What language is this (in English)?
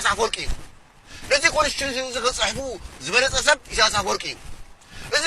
Tigrinya